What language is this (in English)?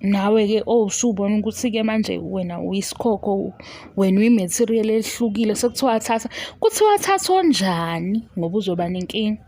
Zulu